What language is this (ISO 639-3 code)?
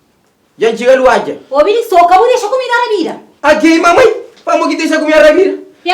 kea